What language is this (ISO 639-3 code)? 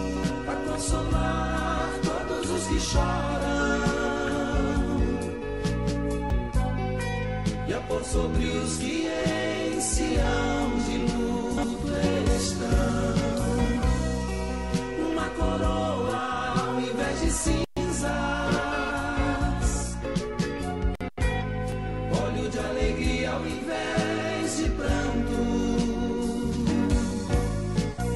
por